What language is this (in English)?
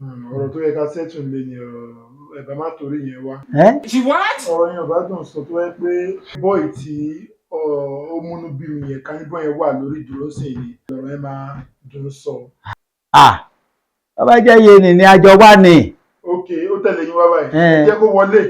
Yoruba